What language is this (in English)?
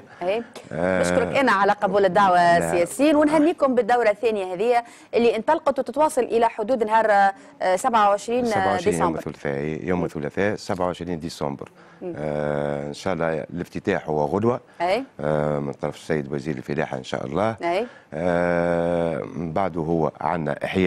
Tunisian Arabic